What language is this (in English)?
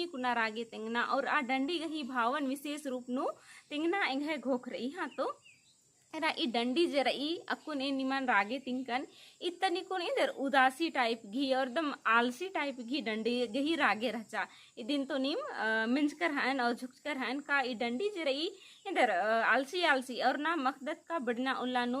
Kurukh